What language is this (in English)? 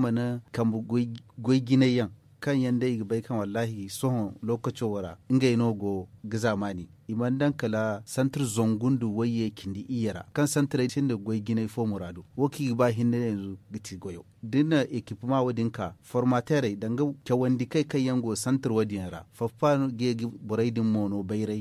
Zarma